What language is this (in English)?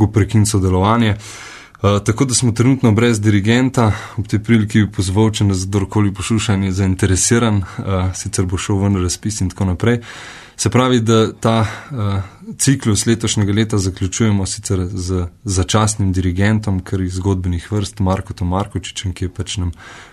Slovenian